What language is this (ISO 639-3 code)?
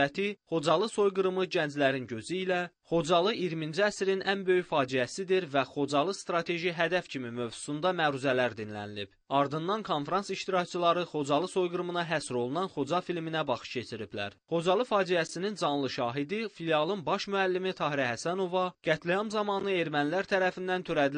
aze